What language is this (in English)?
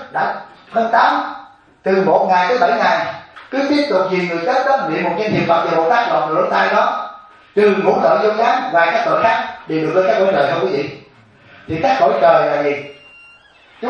Vietnamese